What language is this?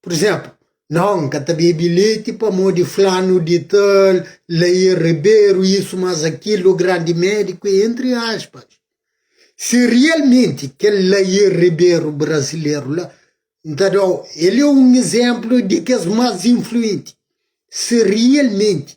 Kabuverdianu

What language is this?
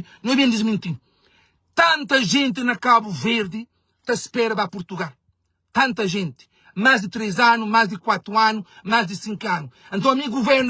Kabuverdianu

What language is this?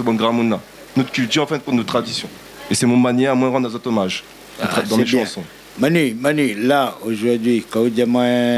Réunion Creole French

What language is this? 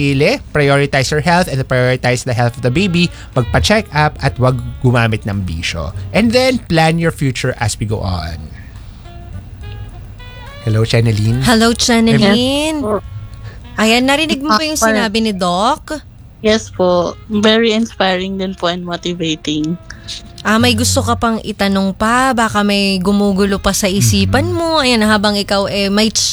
Filipino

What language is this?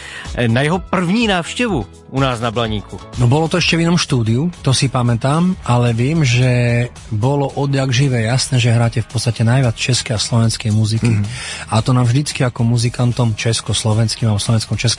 Slovak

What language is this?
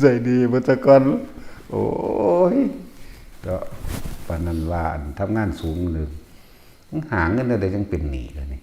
Northeastern Thai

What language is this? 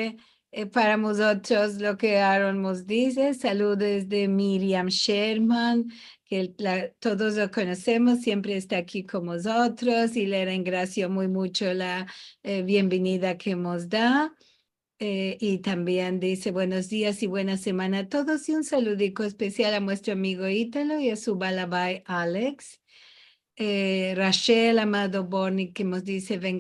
Ladino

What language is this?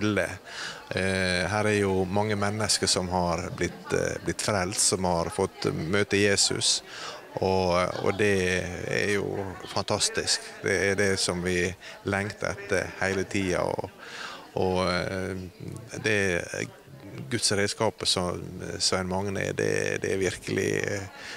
Norwegian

